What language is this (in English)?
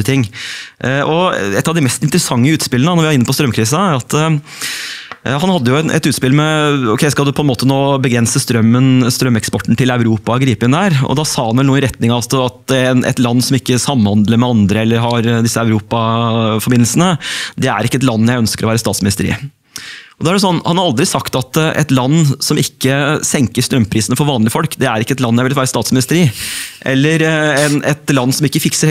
Norwegian